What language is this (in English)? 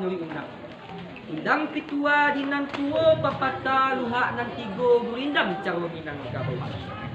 Minangkabau